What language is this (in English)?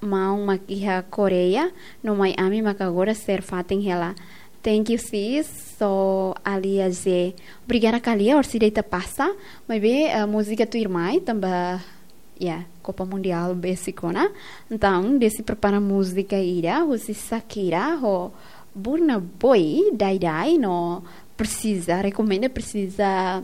Tetum